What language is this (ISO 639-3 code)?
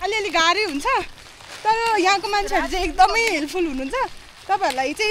nep